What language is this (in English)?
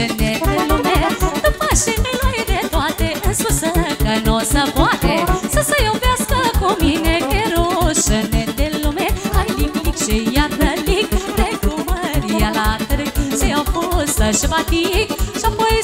Romanian